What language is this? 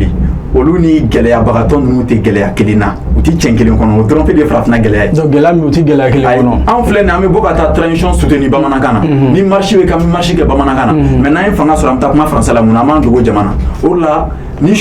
Bambara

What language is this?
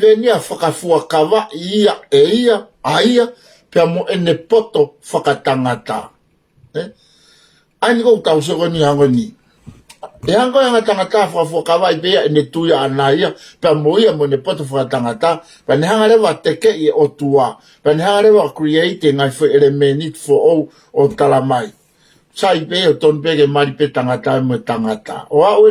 Tongan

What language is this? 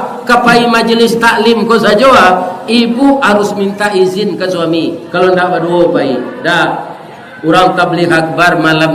Minangkabau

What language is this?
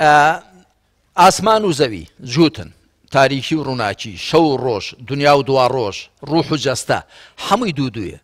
Central Kurdish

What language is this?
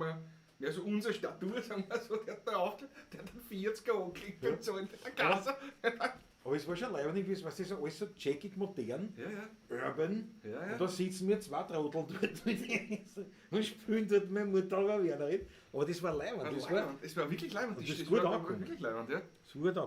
Bavarian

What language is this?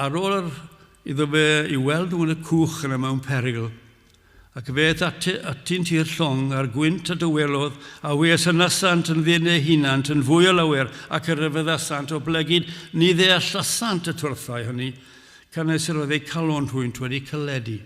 Welsh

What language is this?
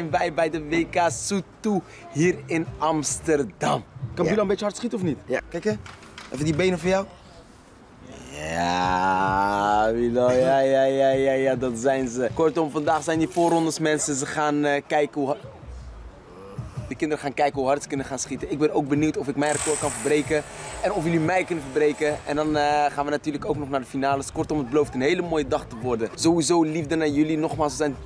Dutch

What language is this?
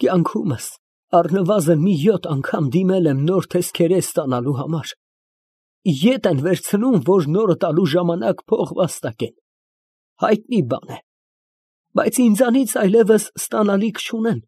Armenian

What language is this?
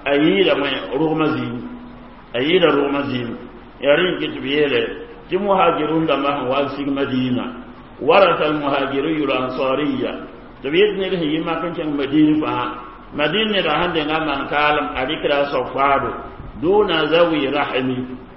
Mossi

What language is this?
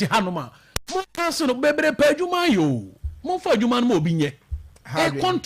Akan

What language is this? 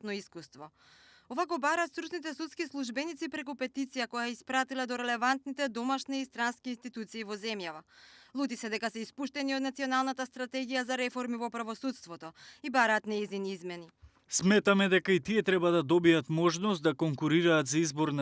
Macedonian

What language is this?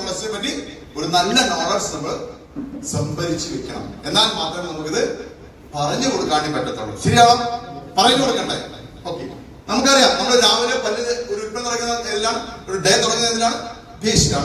Malayalam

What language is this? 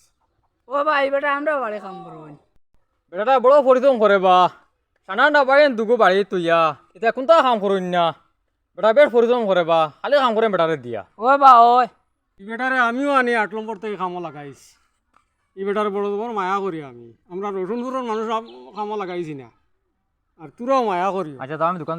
Sylheti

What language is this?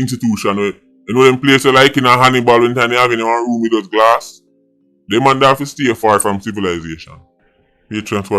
Jamaican Creole English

